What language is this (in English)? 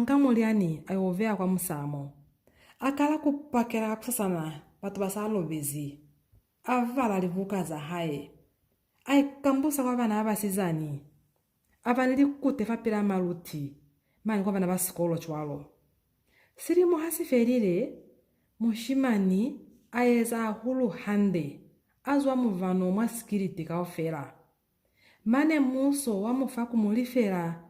Lozi